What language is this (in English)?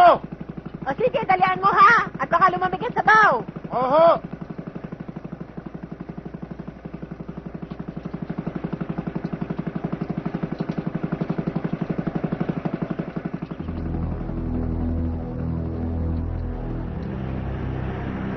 Filipino